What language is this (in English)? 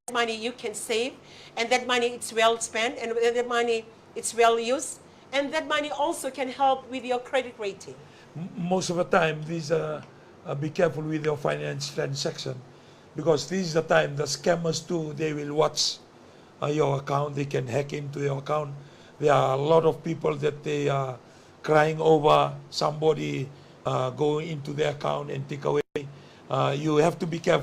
Fijian